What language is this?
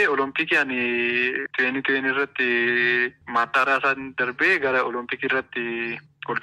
Oromo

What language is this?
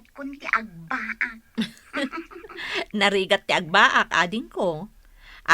Iloko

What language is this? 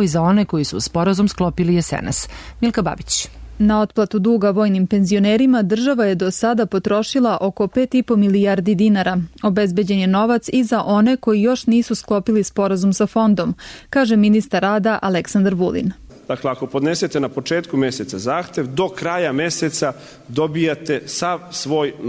Serbian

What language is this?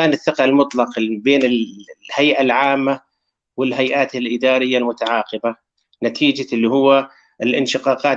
North Levantine Arabic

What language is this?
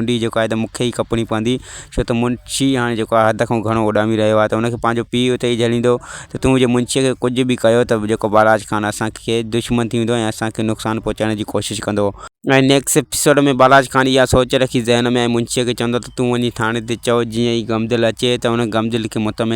Sindhi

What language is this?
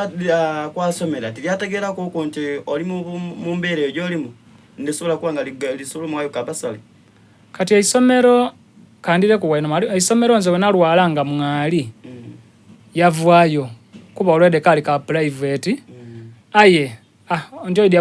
Soga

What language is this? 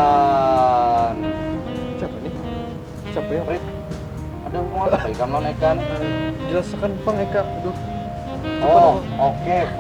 Banjar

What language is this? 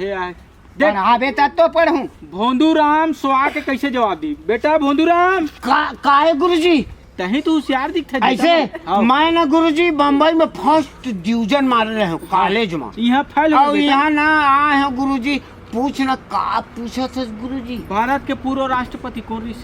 Chhattisgarhi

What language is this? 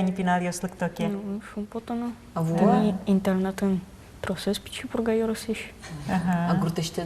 Udmurt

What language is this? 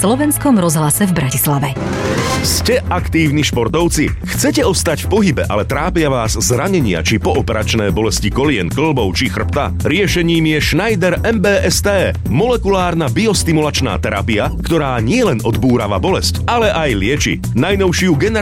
Slovak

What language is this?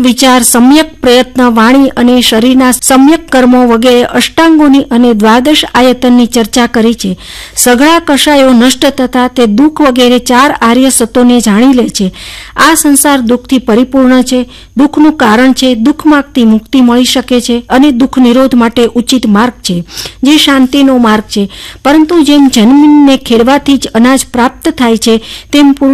Gujarati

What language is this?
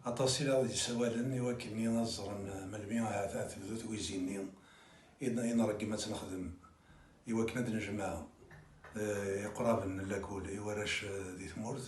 Kabyle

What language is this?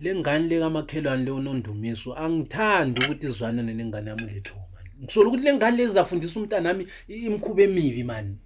Zulu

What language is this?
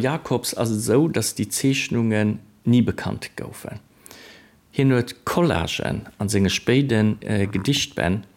Luxembourgish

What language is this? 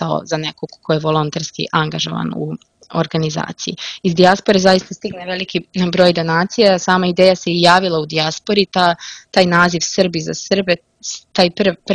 Serbian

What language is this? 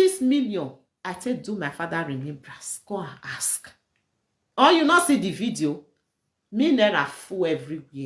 Nigerian Pidgin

